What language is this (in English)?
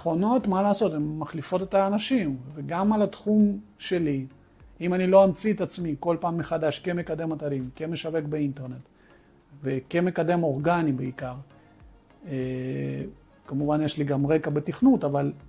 Hebrew